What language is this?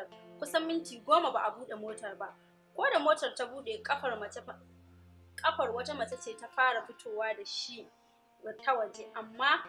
Hausa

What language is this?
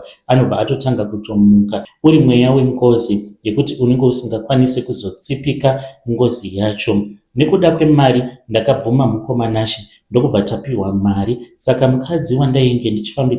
Shona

